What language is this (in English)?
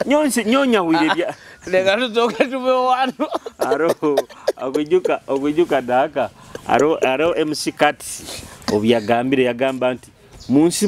Nyoro